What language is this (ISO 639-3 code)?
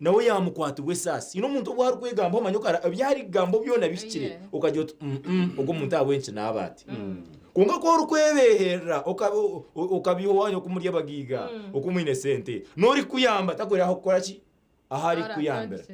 nyn